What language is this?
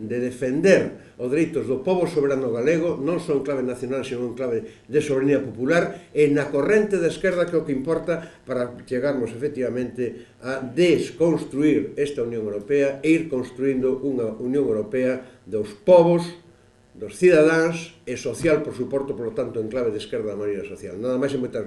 Galician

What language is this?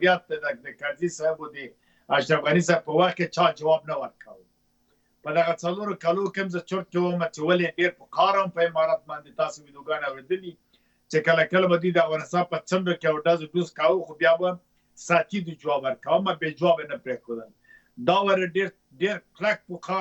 Pashto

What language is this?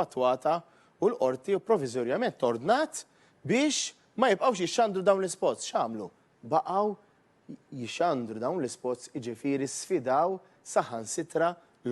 Maltese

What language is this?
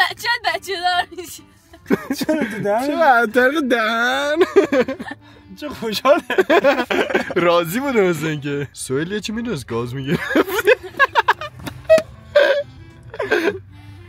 Persian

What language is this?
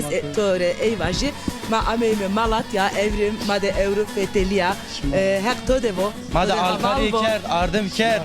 Zaza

